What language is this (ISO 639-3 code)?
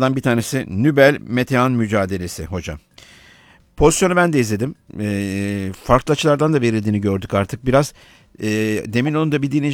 tur